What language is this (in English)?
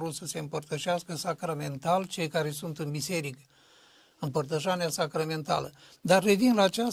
Romanian